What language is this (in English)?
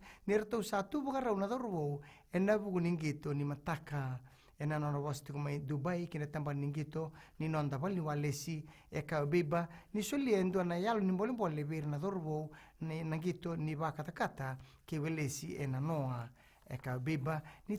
Fijian